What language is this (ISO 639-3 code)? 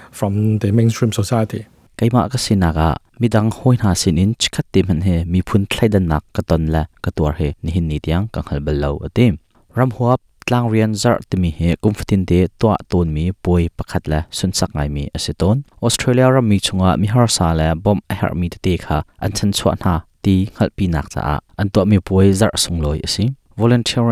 cnh